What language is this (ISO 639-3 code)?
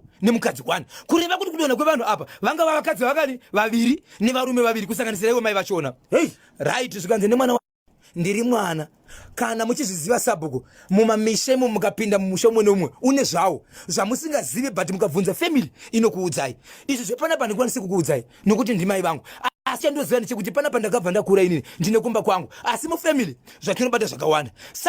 sna